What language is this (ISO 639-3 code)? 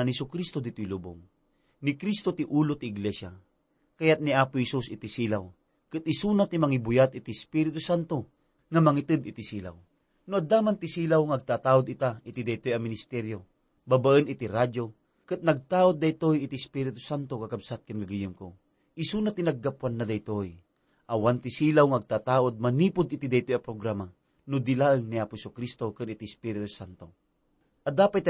ilo